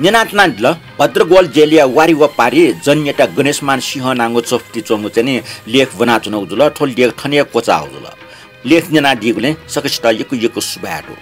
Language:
Newari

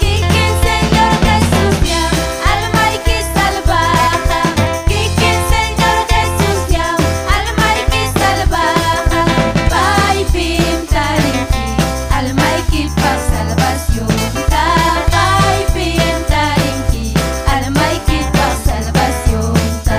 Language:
Ayacucho Quechua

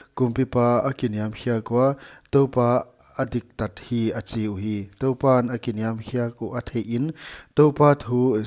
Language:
Paite Chin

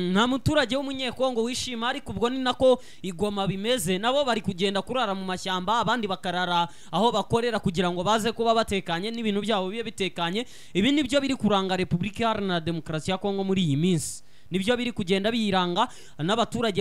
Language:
Kinyarwanda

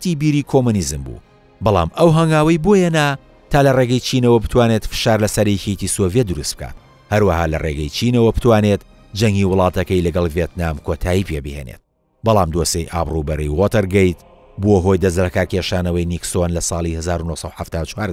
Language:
Central Kurdish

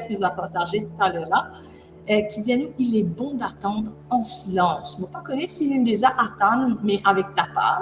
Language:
Morisyen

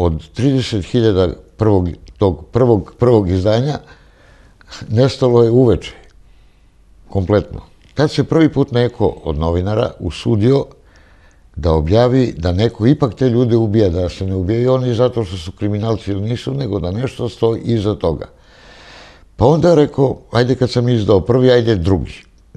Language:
Serbian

